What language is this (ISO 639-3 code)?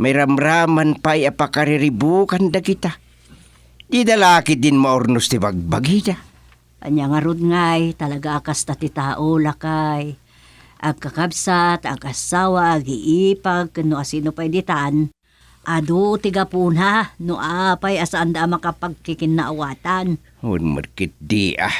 ilo